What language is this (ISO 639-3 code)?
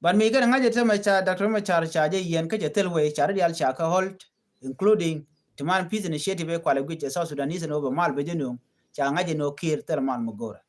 nus